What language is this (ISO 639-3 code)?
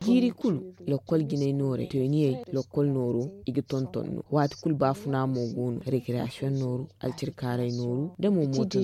dje